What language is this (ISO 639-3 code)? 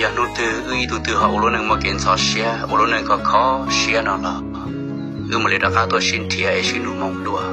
hmn